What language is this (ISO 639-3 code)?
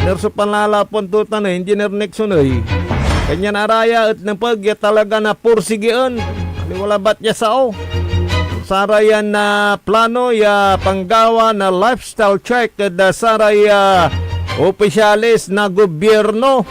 pag